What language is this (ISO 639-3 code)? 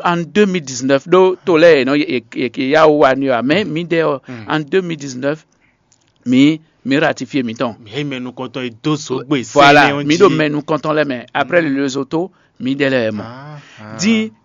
fon